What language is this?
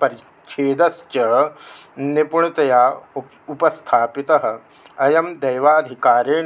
Sanskrit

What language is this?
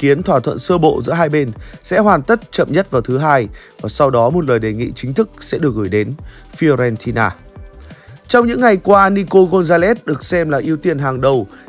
Vietnamese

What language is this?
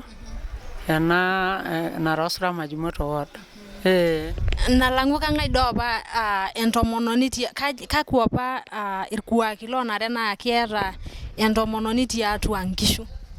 Masai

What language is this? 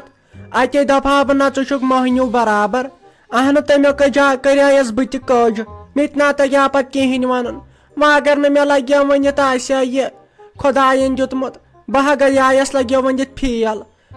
Kashmiri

